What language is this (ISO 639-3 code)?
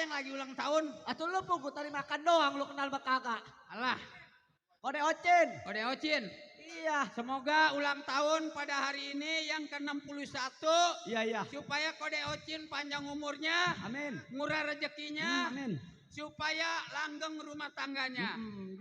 bew